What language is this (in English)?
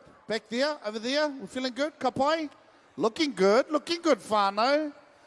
Māori